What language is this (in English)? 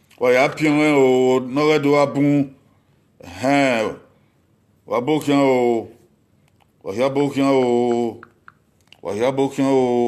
Bini